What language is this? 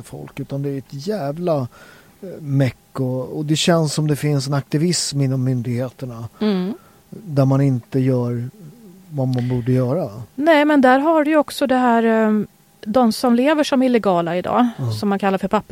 Swedish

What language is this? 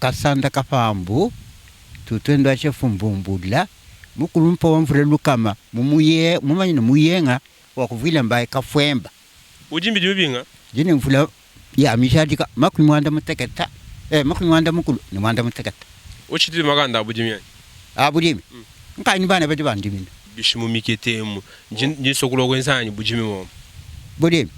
Luba-Lulua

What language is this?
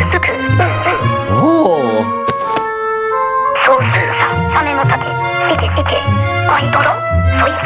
Japanese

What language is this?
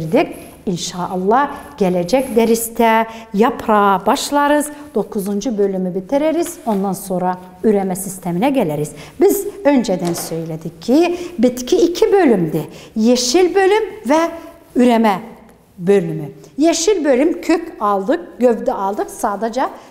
Turkish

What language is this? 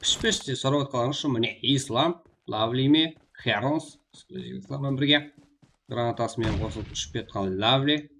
Kara-Kalpak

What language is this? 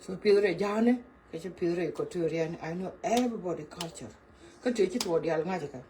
Nuer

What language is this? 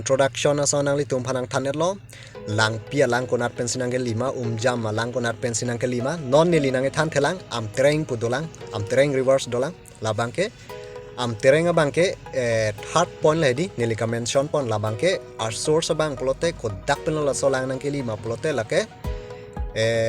Karbi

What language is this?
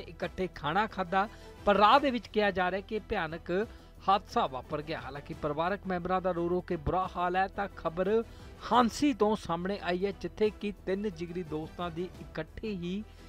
Punjabi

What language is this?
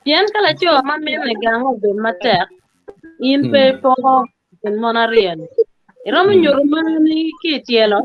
Acoli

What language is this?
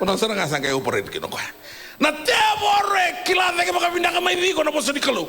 Fijian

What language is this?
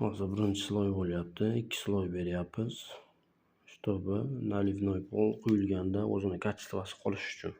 Uzbek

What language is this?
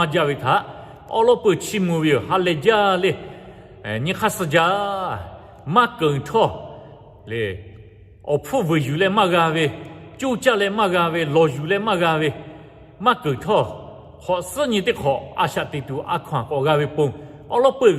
Lahu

